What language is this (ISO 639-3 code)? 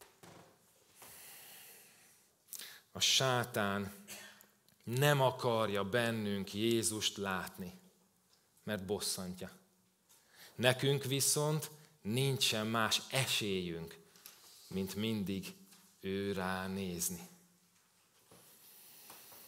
hun